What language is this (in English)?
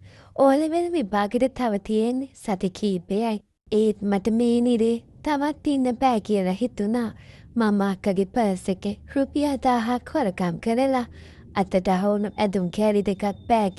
Sinhala